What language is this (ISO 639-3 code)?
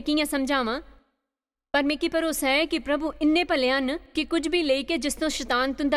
doi